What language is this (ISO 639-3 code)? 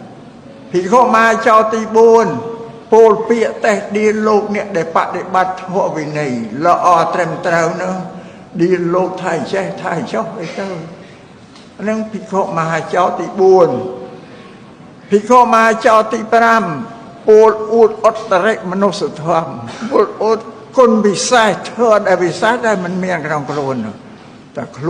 khm